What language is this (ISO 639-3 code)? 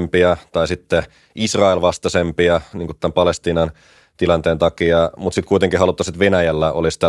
fin